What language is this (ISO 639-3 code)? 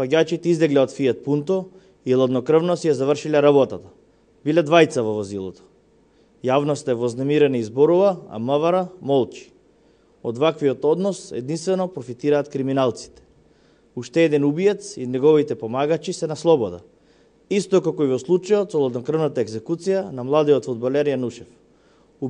mkd